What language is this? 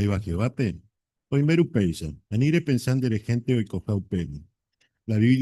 Guarani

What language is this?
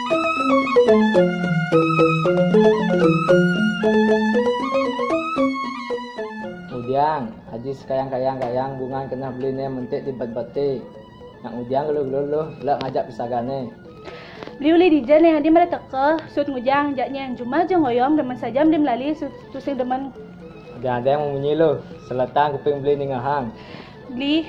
Balinese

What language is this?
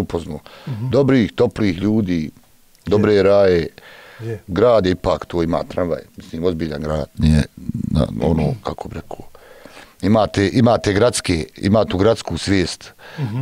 Croatian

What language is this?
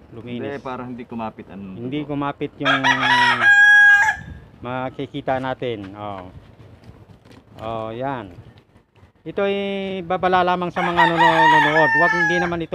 Filipino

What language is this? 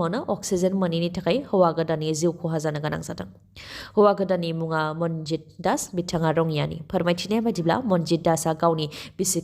Bodo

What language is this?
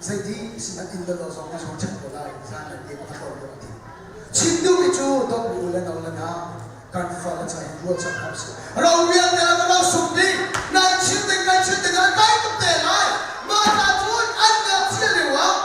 Hakha Chin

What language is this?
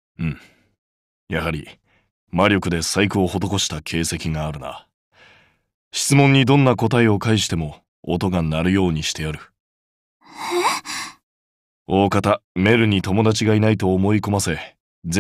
Japanese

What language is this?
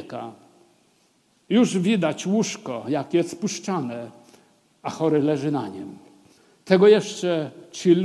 Polish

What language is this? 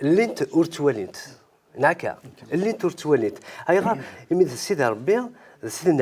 Kabyle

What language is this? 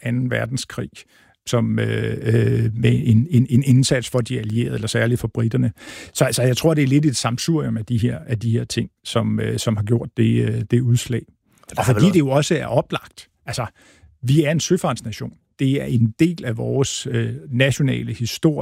Danish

